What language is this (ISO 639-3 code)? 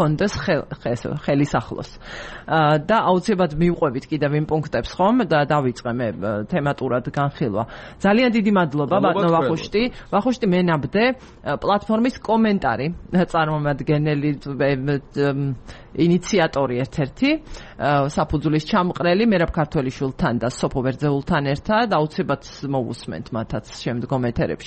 kat